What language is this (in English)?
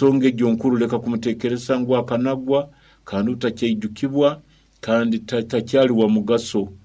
Nyoro